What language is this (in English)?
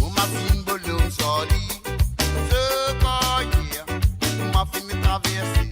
Morisyen